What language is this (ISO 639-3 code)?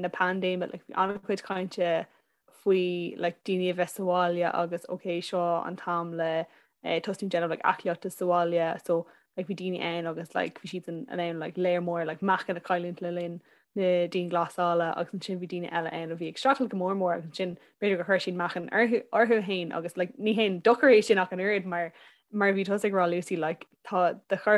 gle